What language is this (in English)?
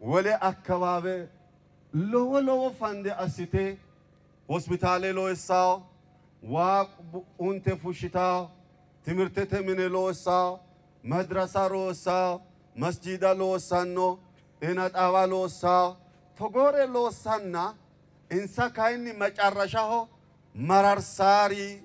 Sidamo